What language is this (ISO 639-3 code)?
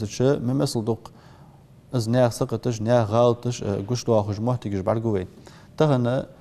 inh